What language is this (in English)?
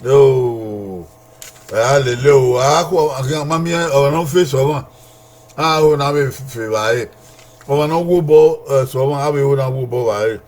Bini